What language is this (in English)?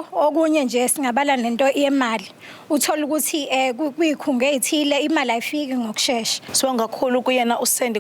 Zulu